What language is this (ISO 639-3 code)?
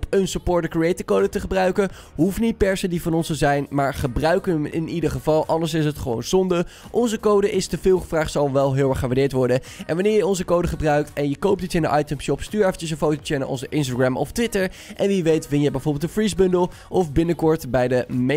nld